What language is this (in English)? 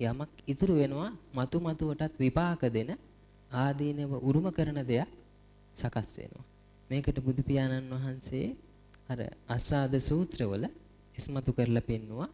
Sinhala